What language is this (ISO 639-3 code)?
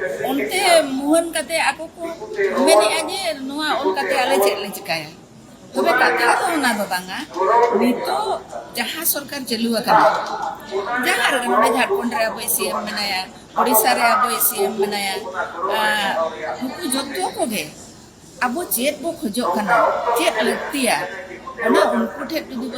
sat